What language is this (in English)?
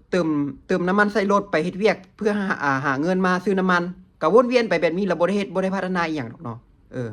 Lao